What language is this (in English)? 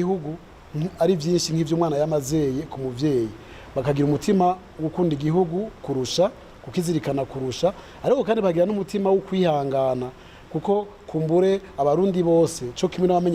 Rundi